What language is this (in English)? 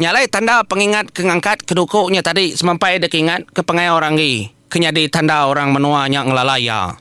Iban